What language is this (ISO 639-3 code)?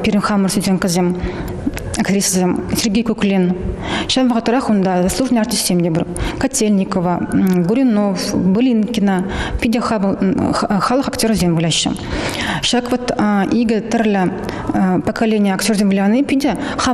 chv